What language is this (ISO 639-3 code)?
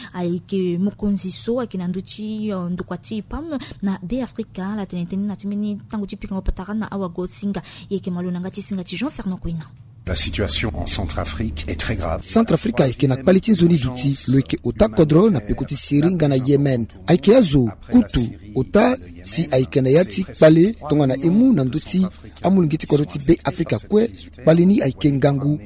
sag